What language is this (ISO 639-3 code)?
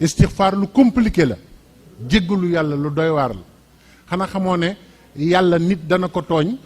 wol